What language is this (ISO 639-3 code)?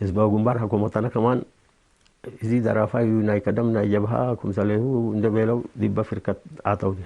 tig